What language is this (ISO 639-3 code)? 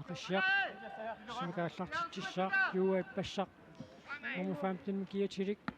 kal